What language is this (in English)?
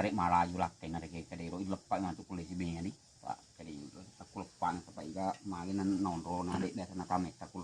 Buginese